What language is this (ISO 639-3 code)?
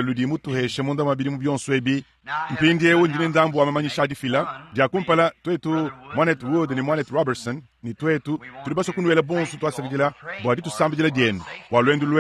lua